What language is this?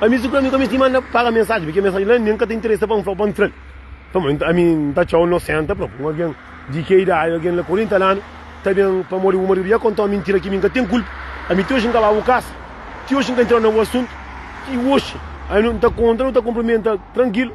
Kabuverdianu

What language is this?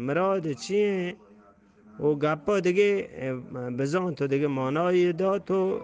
Eastern Balochi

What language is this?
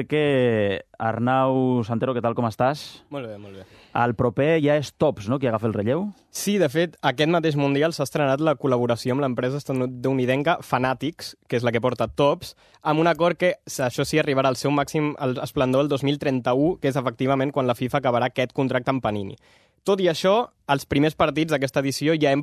Catalan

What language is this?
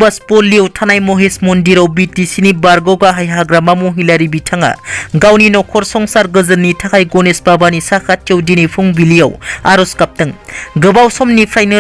Bodo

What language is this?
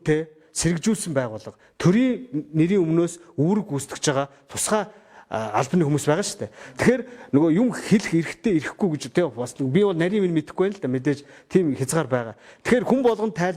Mongolian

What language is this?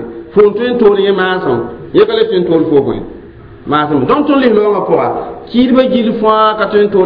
Mossi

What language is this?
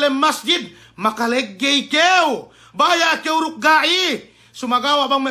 Yakan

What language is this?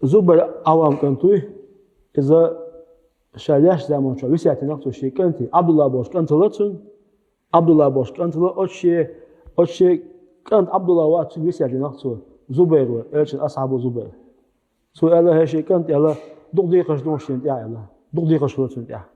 Chechen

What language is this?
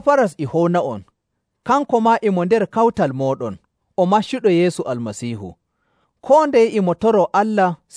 Nigerian Fulfulde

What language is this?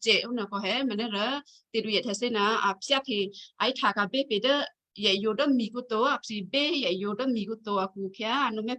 Western Kayah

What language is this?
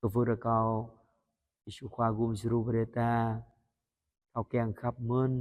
Jarai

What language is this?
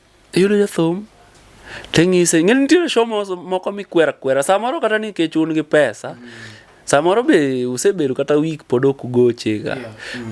Luo (Kenya and Tanzania)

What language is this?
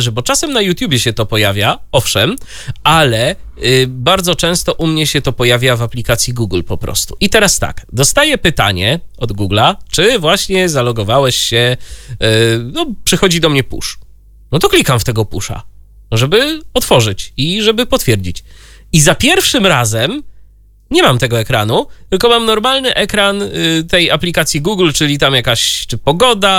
Polish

